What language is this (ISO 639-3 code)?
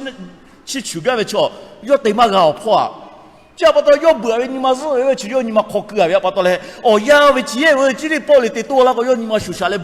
lhu